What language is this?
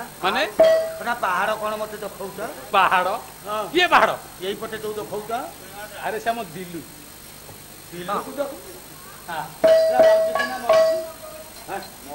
Odia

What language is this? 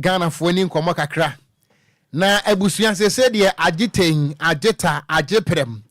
Akan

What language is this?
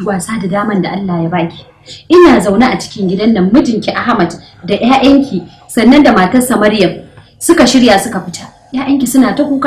Hausa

